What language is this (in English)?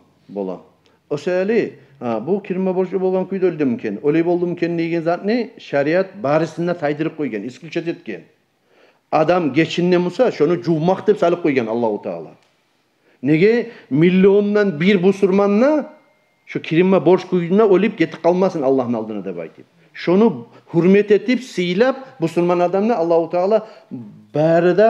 Kumyk